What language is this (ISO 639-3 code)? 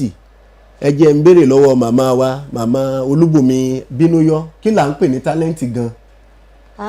yor